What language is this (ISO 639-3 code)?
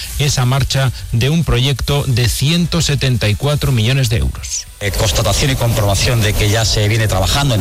spa